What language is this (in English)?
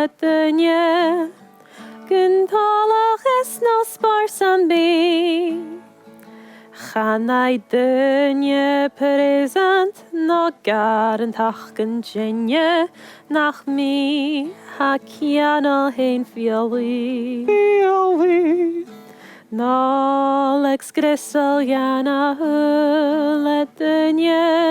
Scottish Gaelic